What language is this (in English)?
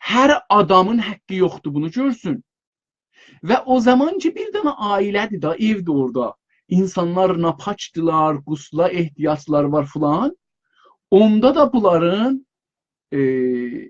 South Azerbaijani